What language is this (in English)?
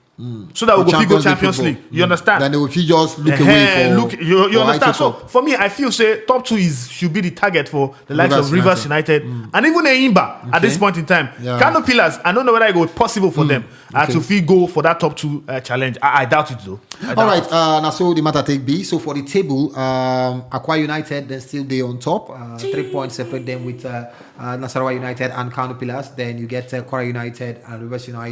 Nigerian Pidgin